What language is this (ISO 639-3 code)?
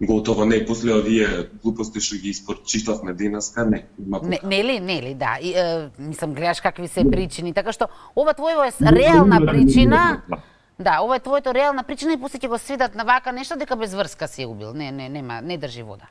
mkd